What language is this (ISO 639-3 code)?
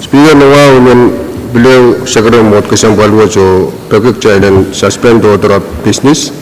pon